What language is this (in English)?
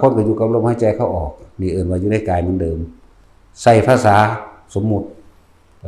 Northeastern Thai